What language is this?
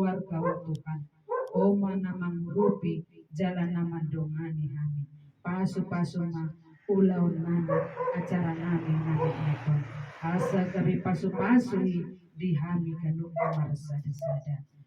Batak Toba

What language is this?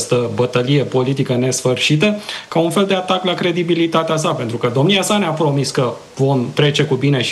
Romanian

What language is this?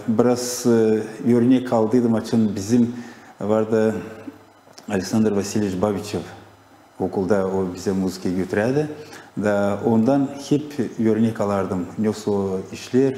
Gagauz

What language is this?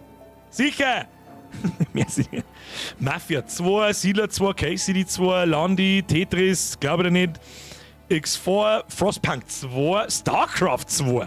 Bavarian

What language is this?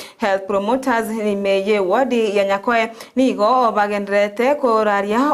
Gusii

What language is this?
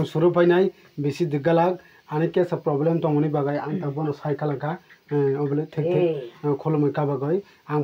Kok Borok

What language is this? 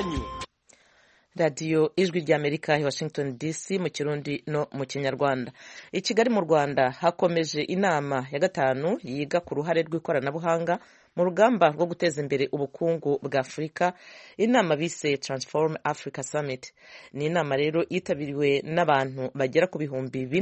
Kinyarwanda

